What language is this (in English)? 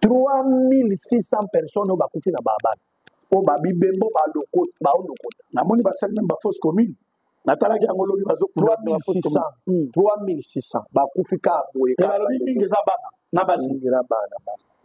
Lingala